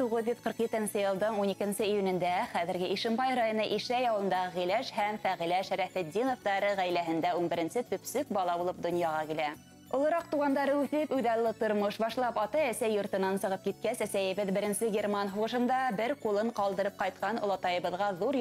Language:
Bashkir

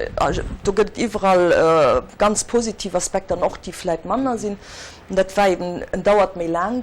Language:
Luxembourgish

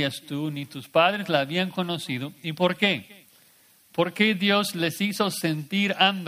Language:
Spanish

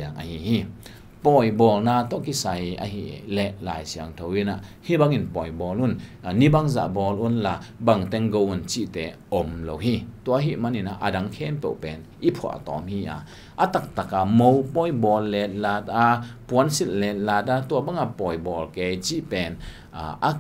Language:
Tedim Chin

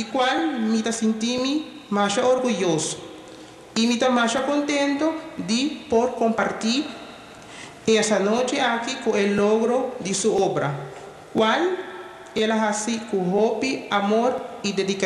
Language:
Papiamento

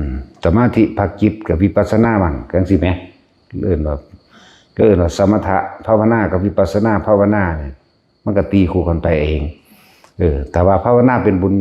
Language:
Northeastern Thai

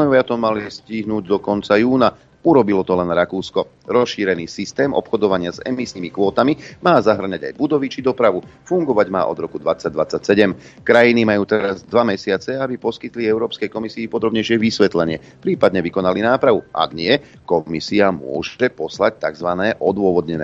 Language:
Slovak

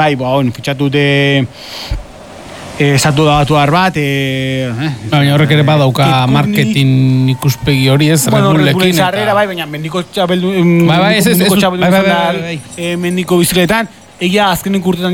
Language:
Basque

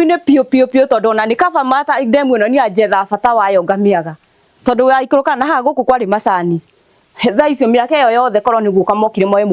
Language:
Kikuyu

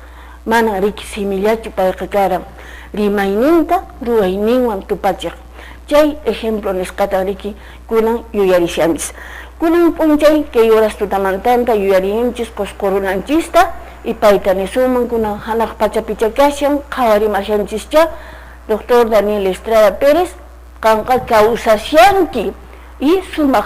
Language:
Quechua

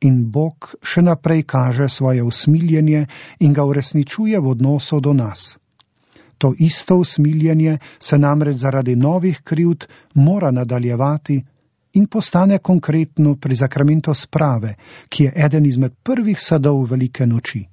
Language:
Slovenian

